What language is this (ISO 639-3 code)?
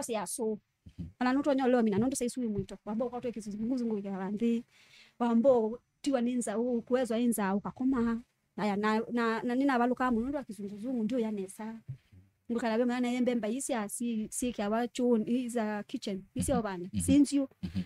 kam